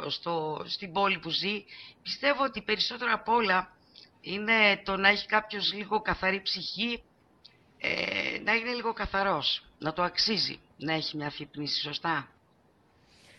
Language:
Greek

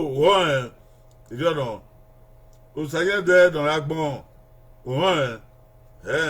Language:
Bini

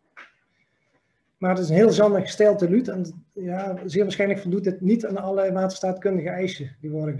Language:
Dutch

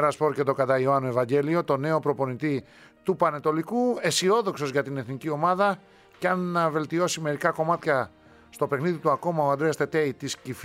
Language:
Greek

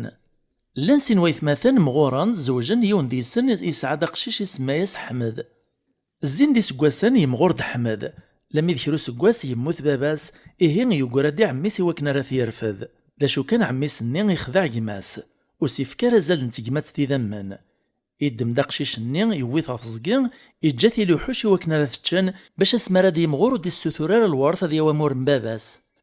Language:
Kabyle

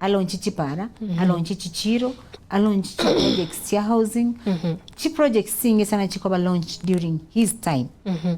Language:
Gusii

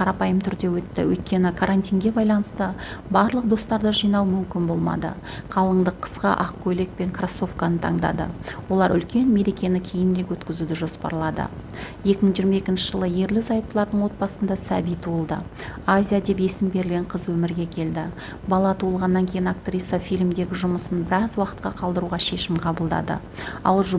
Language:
Kazakh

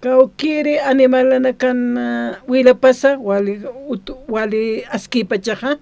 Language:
Aymara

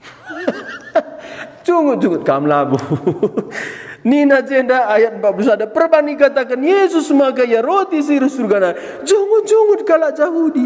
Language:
Batak Karo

